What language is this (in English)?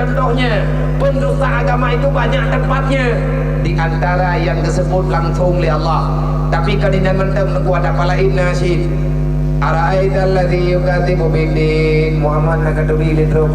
Achinese